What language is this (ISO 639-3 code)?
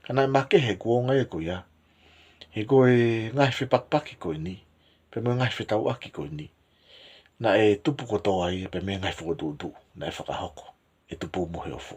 ton